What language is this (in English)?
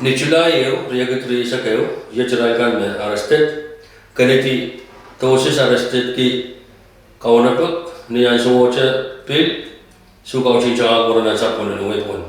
Pohnpeian